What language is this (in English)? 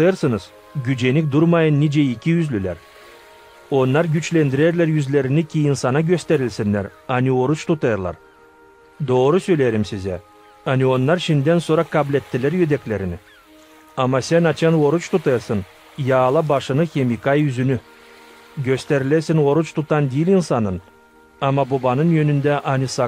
Gagauz